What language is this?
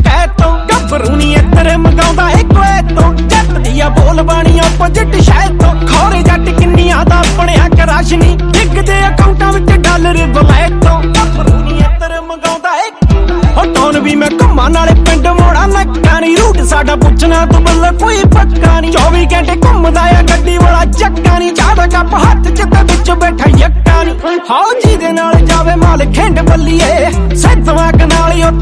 Punjabi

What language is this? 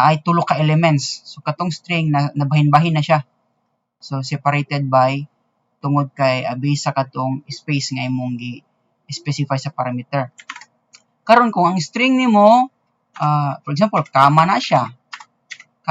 Cebuano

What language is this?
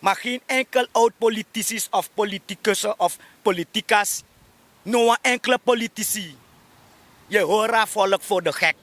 Sranan Tongo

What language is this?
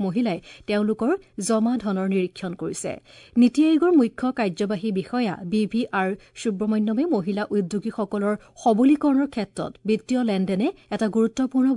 Assamese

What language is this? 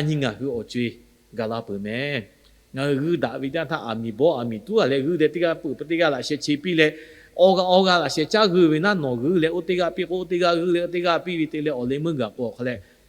Lahu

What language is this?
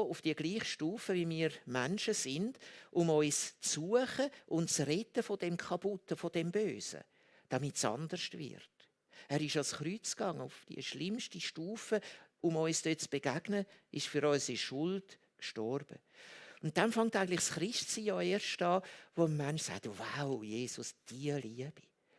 Swiss German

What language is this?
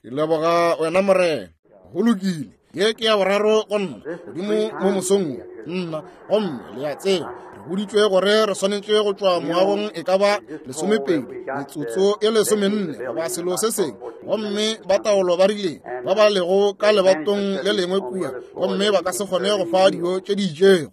Northern Sotho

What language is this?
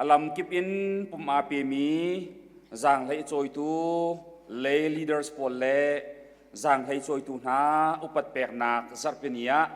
Hakha Chin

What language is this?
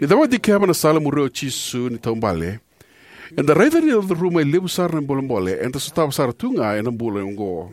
Fijian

